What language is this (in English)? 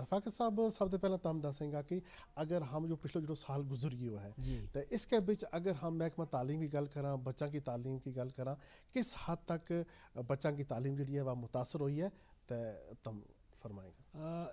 Gujari